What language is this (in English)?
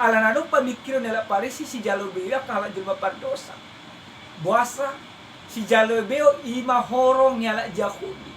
Batak Toba